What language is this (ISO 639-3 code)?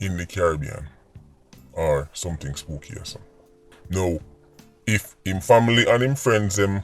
jam